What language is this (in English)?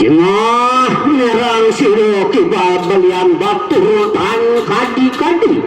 Balinese